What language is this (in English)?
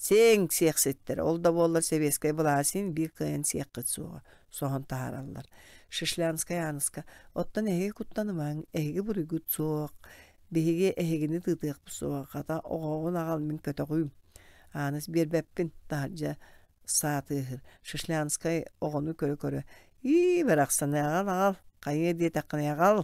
Yakut